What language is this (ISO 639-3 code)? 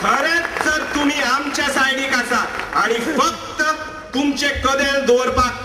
kok